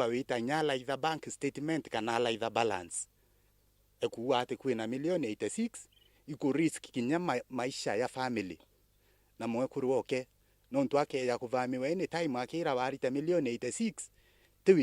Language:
Meru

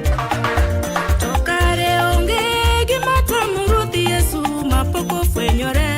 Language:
Luo (Kenya and Tanzania)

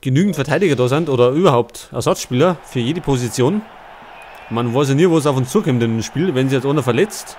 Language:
Bavarian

